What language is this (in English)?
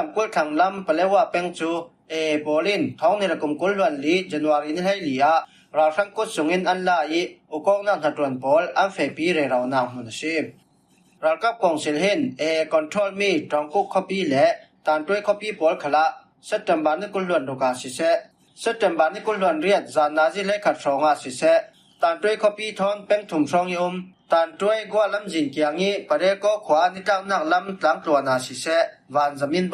Falam Chin